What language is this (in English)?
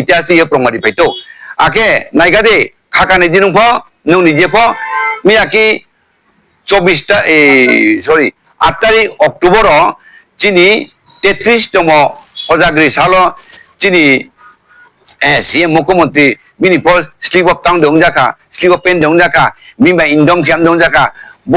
Riang (India)